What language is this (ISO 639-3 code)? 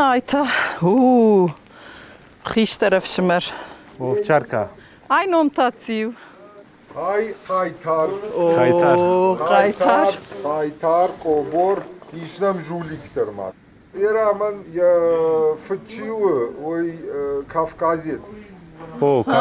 oss